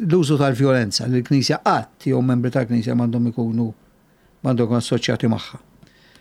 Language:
Maltese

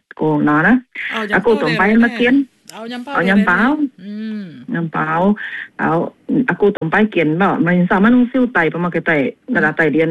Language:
Iban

